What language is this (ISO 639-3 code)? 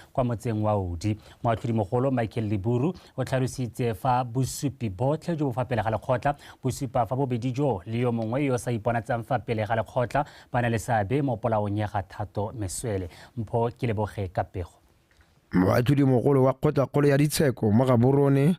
tsn